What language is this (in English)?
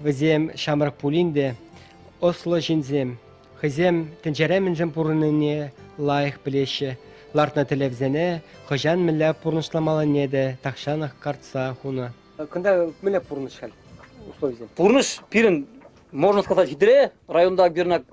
Chuvash